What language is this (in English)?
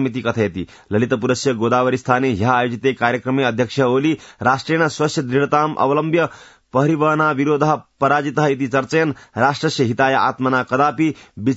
Sanskrit